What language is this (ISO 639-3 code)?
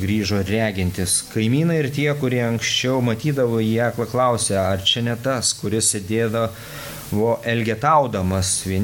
lit